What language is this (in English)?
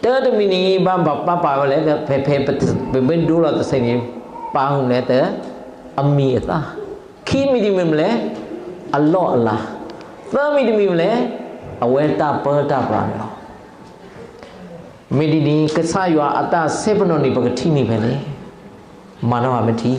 S'gaw Karen